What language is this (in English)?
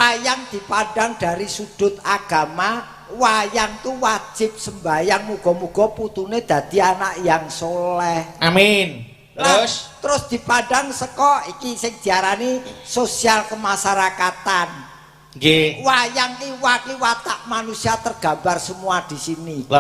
Javanese